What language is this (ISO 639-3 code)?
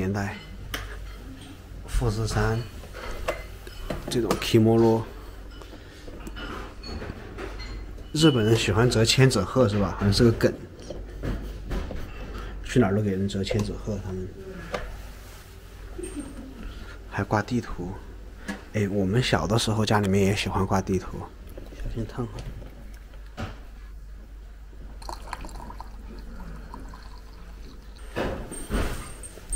zho